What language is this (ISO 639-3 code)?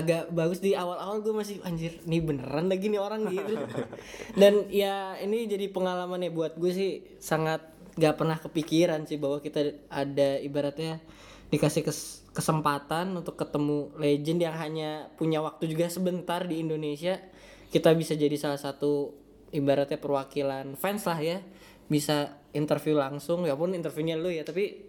ind